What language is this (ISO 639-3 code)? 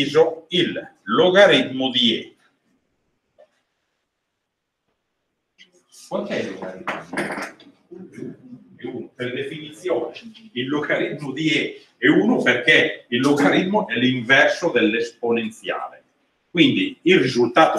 ita